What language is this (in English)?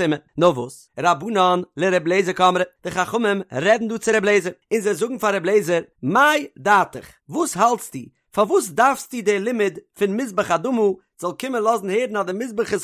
Yiddish